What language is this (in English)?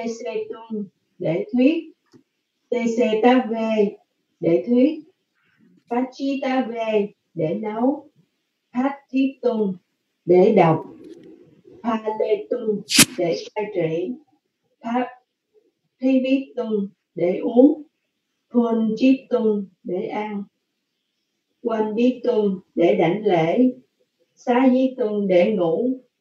Vietnamese